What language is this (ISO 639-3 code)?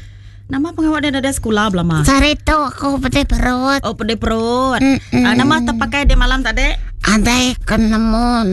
iba